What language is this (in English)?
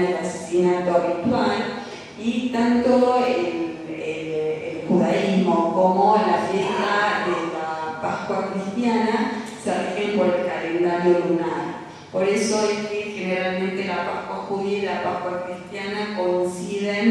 Ladino